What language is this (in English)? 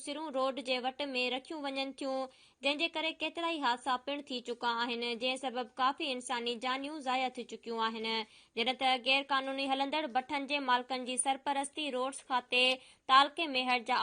Sindhi